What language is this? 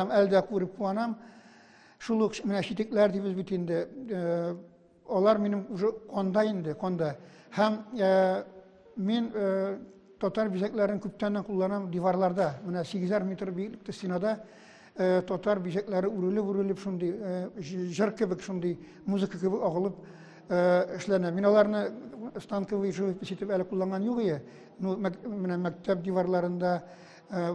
Tatar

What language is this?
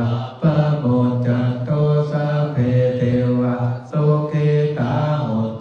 Pali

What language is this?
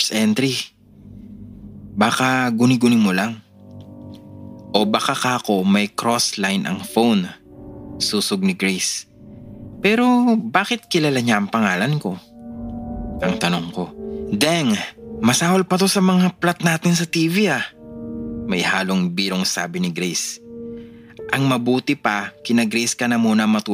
Filipino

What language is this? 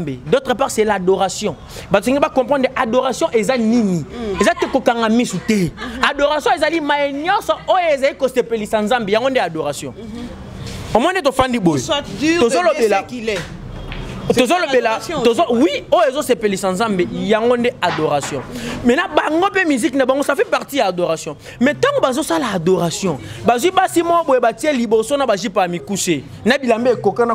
Lingala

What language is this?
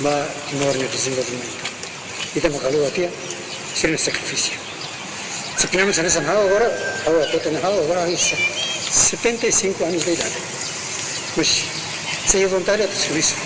Tetum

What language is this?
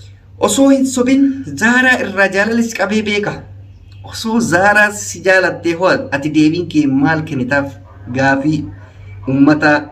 Oromo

